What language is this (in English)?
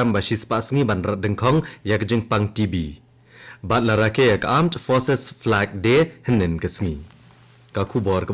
Khasi